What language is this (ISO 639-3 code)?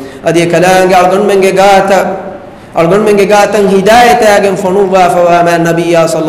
div